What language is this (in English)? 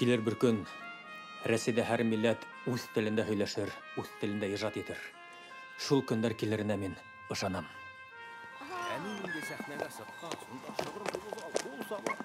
Bashkir